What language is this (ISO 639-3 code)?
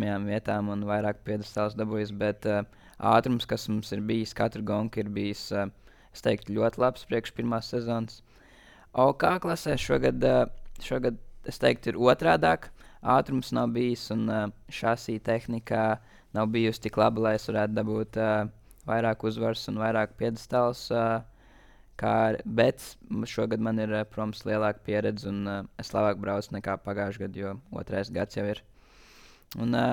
lav